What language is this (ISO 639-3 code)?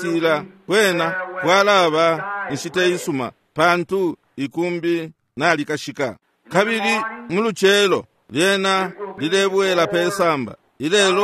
bem